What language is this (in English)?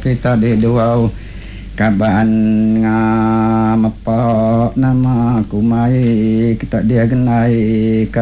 Iban